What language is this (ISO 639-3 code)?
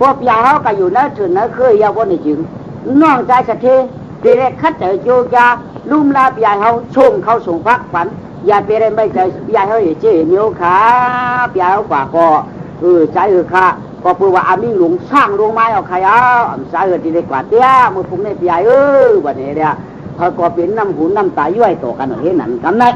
shn